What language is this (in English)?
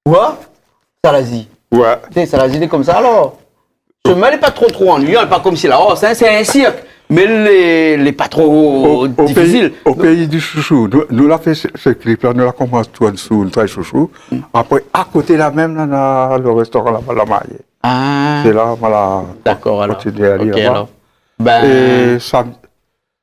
Réunion Creole French